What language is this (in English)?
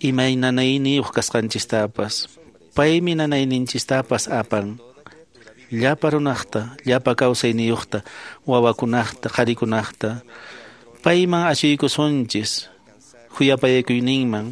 Quechua